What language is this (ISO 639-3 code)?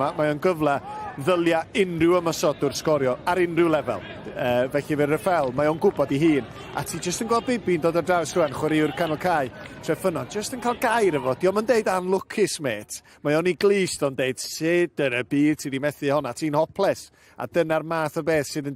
cym